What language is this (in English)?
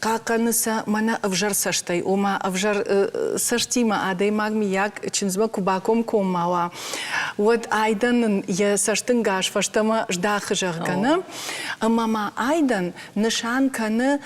Ossetic